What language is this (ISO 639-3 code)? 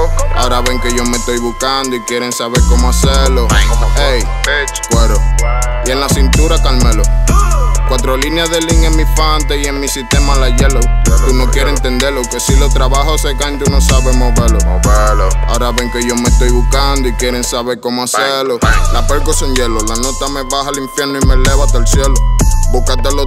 spa